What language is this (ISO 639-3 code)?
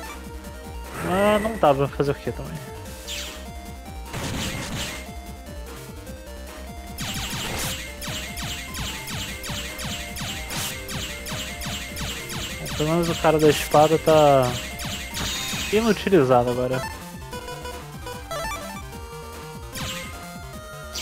por